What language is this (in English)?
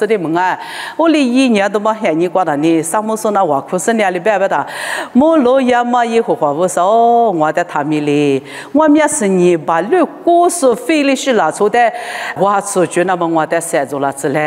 Lisu